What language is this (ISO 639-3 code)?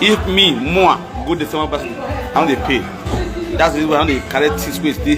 pcm